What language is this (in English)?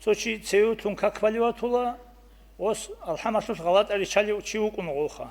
Avaric